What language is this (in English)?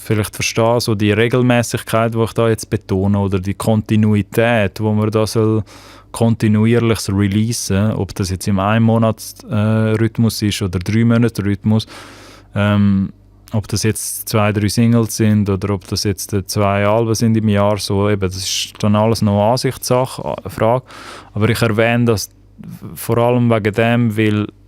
Swiss German